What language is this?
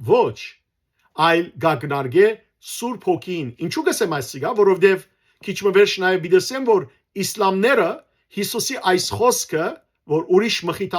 Western Armenian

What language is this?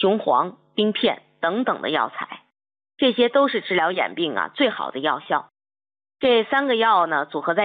Chinese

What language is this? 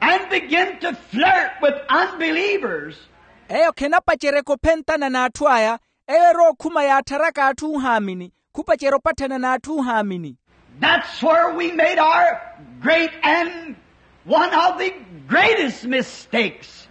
Makhuwa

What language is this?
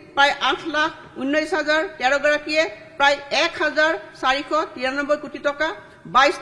Assamese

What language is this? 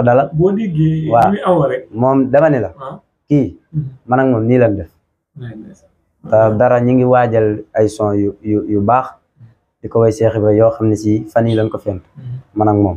Wolof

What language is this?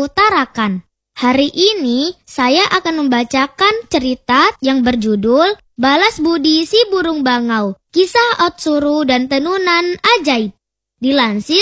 Indonesian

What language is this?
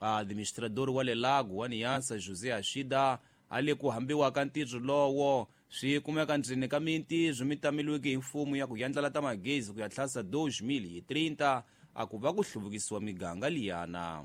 Tsonga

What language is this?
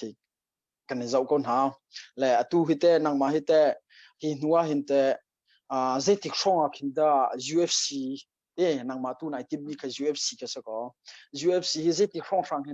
Hakha Chin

